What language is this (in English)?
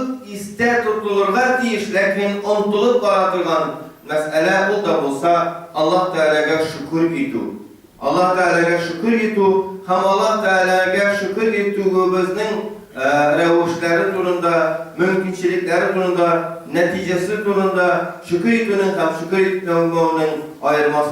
Tatar